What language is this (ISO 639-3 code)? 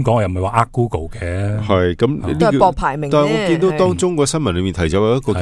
yue